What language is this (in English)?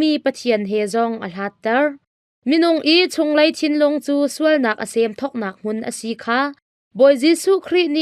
Hakha Chin